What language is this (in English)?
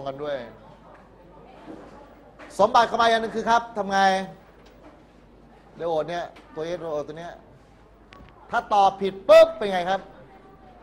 Thai